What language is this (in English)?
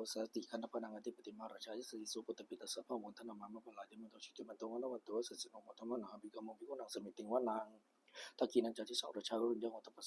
Pali